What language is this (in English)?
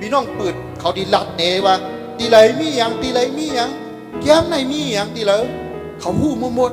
Shan